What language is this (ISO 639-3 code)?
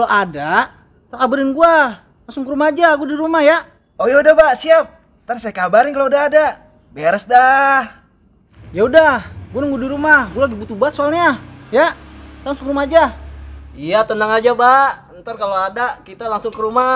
bew